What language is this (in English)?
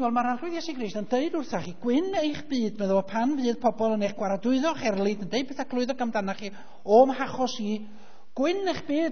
Welsh